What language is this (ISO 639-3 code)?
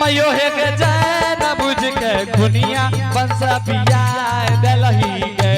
anp